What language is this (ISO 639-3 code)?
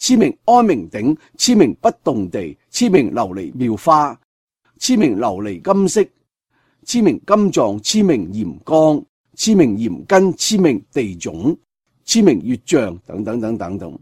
yue